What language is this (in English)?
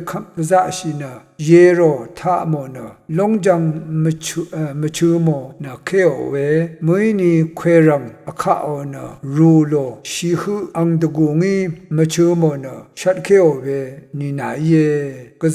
Rawang